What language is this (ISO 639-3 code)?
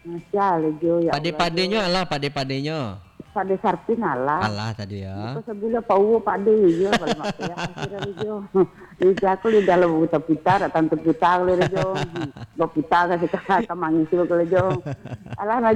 min